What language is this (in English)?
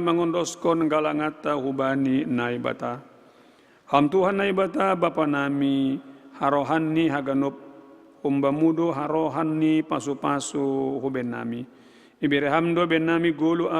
Batak Simalungun